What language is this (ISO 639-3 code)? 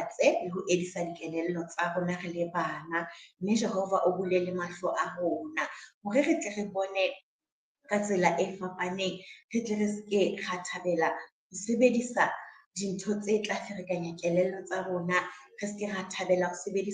sot